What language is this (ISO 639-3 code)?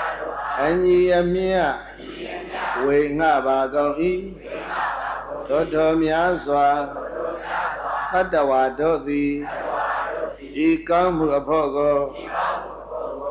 mya